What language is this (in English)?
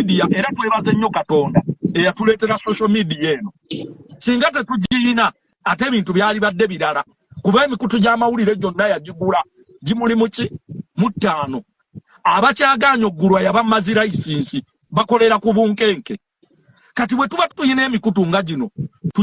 Ganda